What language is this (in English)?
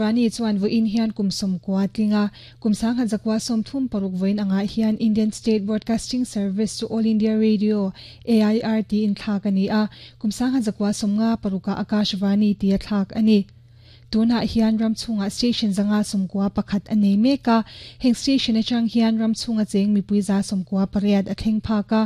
Mizo